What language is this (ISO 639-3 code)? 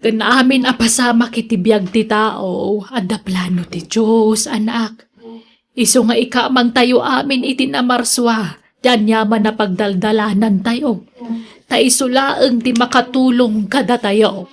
ilo